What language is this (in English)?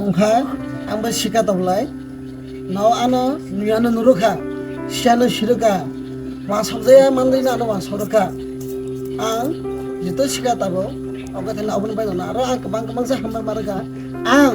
Kok Borok